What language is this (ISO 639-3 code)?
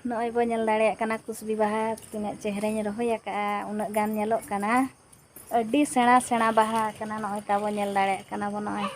sat